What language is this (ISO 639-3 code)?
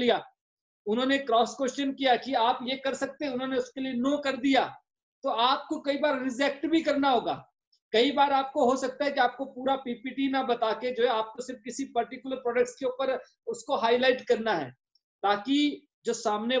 hin